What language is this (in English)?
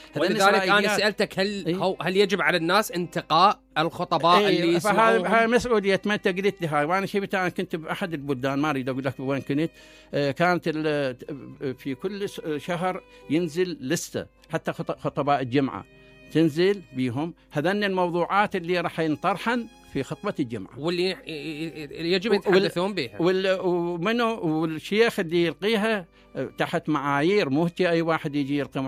Mesopotamian Arabic